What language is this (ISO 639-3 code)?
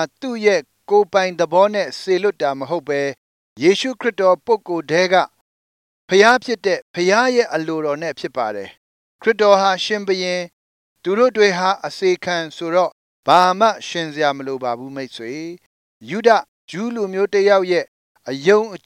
mya